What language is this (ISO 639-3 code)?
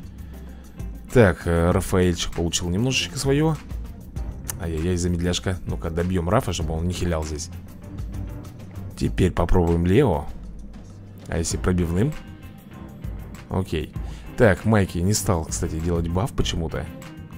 rus